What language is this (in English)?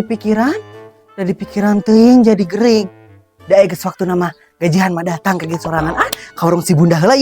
Sundanese